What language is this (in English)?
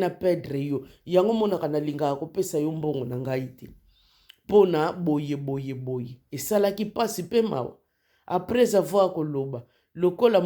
Lingala